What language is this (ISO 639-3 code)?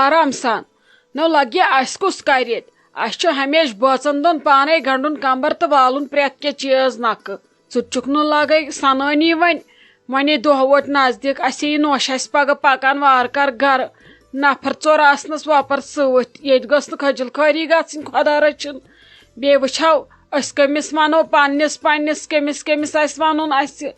kas